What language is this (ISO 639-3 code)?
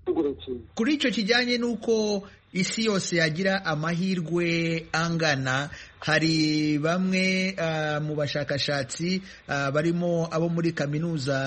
kin